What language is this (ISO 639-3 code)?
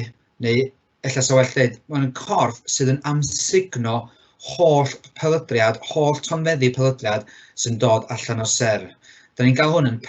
cym